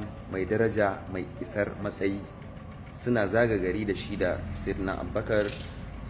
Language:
Hausa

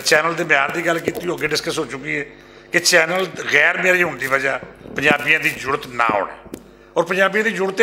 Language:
Western Panjabi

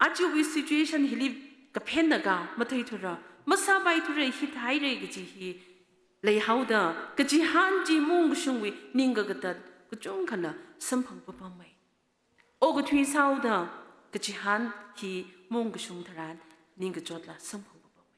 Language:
Tangkhul Naga (India)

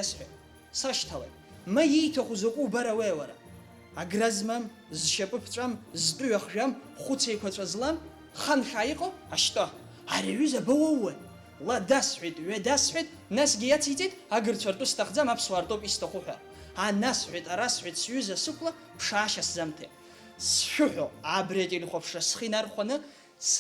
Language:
Abkhazian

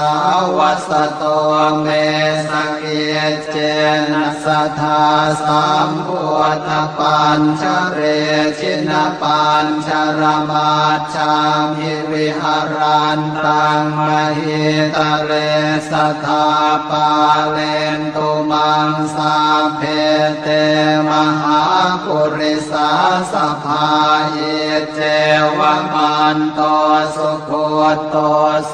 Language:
Pali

